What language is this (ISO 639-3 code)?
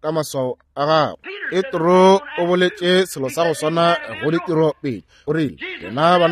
nso